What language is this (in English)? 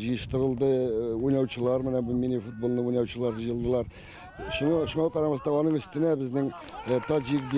Tatar